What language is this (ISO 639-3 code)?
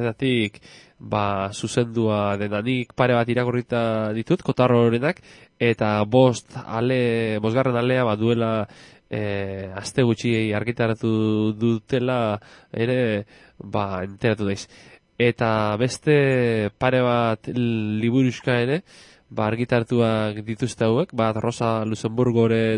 eus